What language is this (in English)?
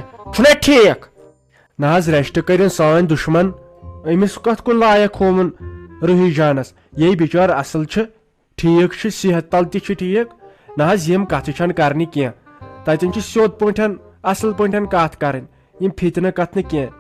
Kashmiri